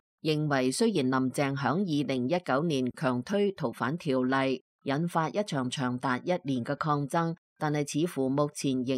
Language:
Cantonese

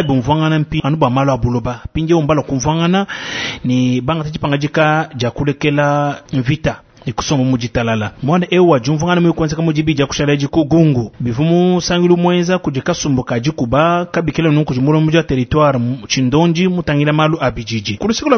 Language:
Luba-Lulua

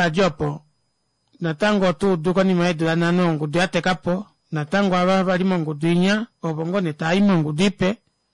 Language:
Kuanyama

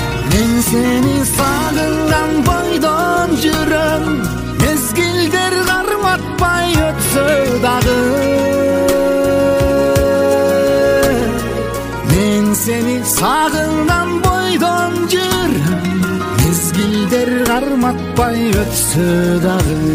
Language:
Kyrgyz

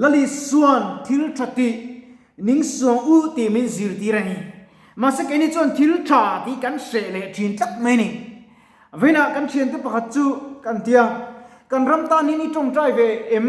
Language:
Mizo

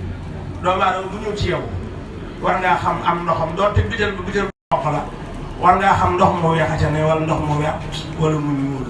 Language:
Wolof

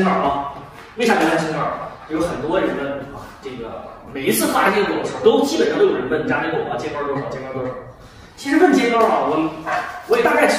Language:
Chinese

